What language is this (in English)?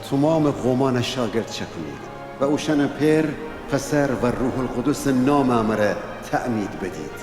Gilaki